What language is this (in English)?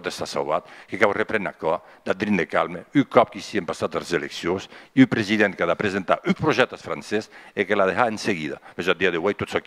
Occitan